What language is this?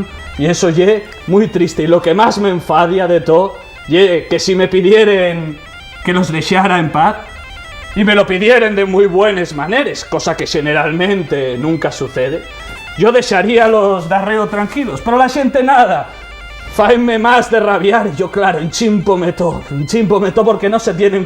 Asturian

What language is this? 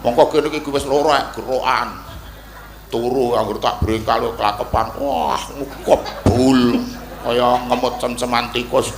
Javanese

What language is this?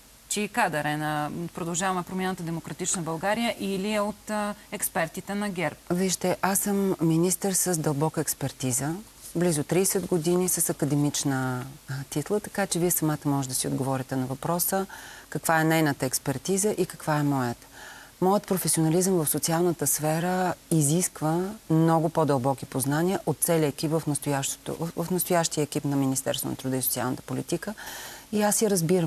Bulgarian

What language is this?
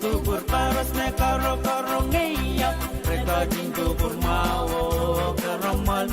Pohnpeian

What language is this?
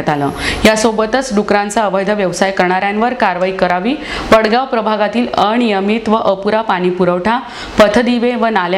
Marathi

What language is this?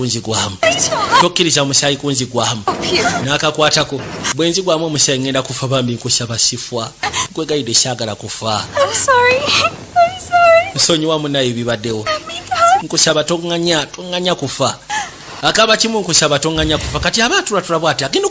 Ganda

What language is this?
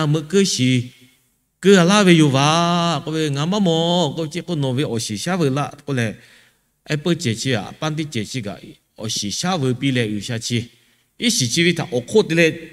Lahu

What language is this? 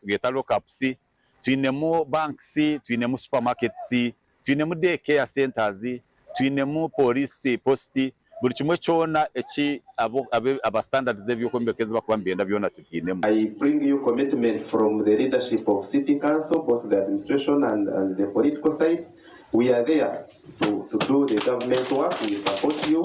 Nyankole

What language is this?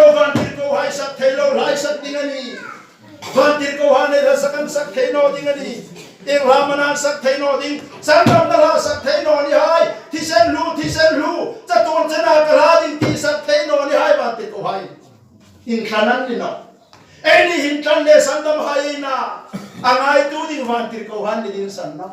Hmar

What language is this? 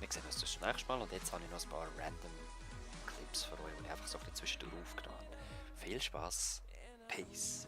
Swiss German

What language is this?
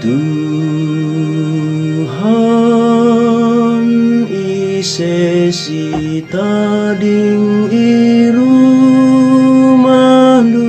Batak Karo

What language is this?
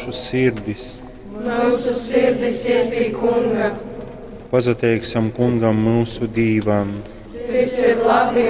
Latgalian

